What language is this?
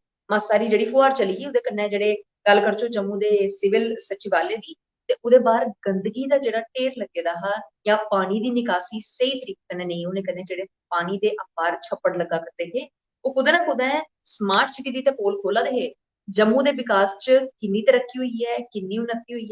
Dogri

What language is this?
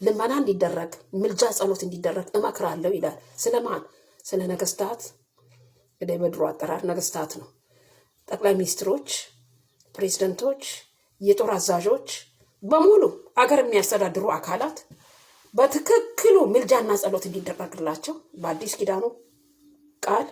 Amharic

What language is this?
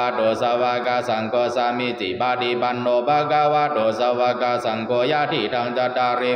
Pali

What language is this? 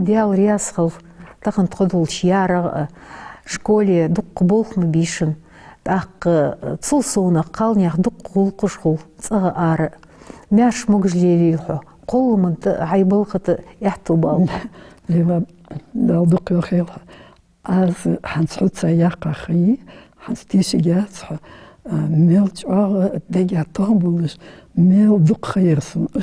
Ingush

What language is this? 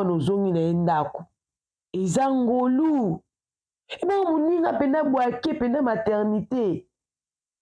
Lingala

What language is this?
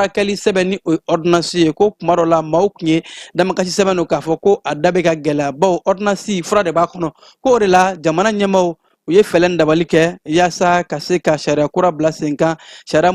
Bambara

